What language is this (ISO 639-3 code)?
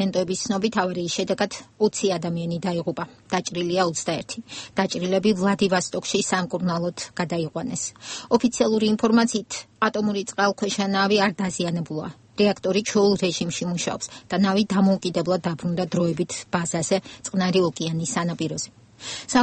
kat